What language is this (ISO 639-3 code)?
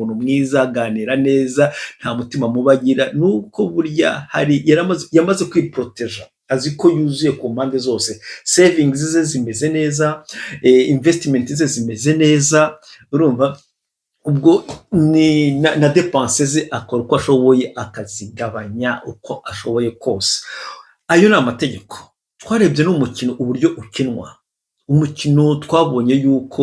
kin